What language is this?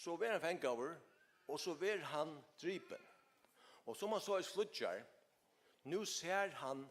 Faroese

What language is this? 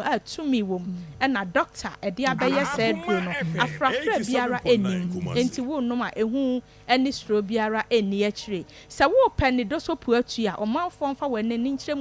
Akan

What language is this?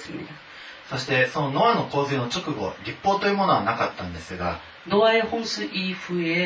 Korean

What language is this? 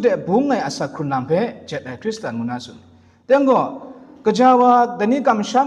Kachin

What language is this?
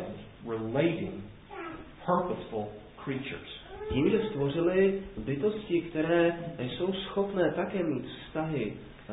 Czech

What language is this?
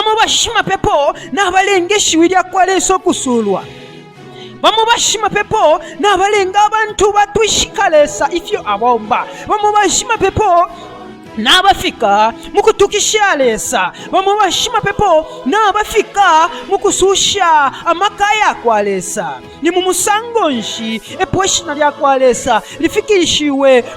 Bemba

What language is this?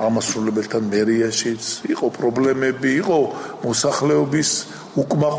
Georgian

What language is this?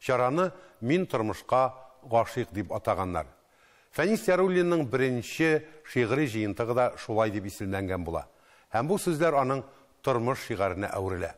Tatar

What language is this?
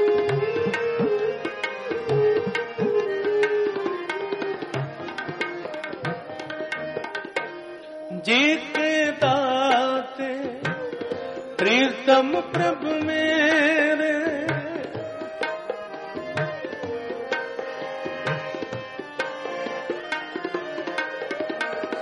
Punjabi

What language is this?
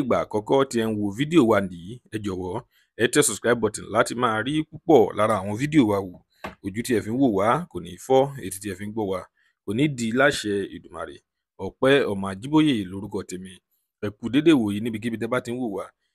Yoruba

